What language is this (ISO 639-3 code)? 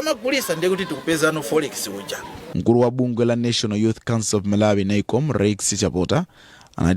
nya